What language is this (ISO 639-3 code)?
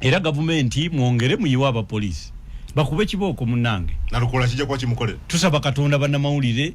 lug